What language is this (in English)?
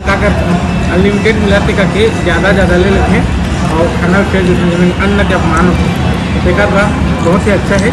Chhattisgarhi